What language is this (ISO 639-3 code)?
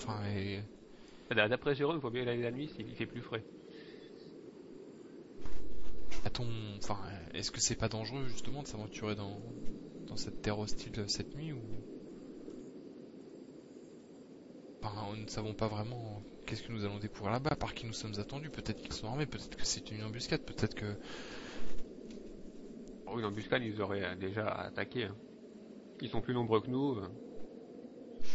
fra